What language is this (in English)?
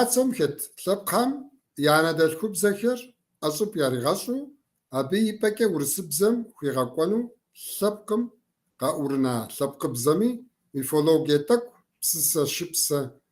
Kabardian